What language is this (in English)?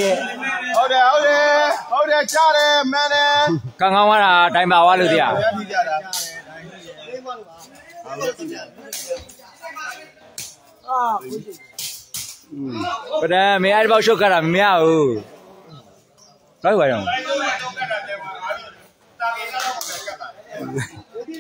Burmese